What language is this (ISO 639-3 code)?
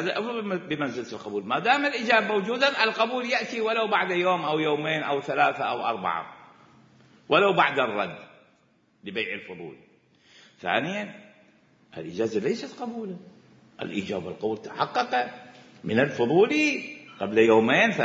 acm